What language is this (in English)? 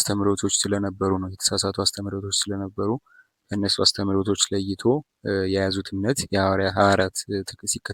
Amharic